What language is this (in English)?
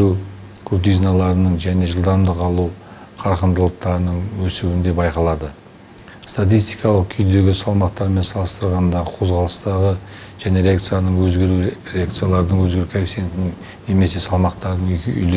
Kazakh